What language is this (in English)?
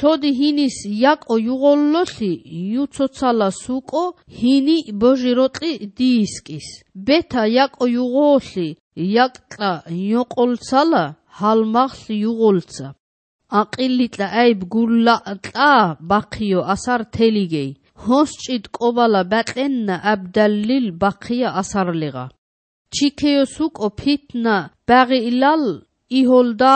Georgian